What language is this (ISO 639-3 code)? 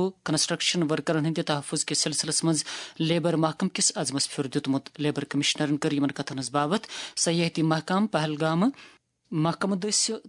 kas